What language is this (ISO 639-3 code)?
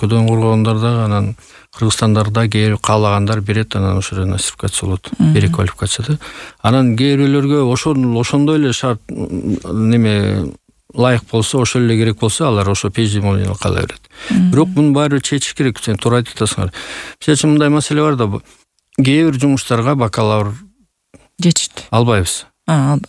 kir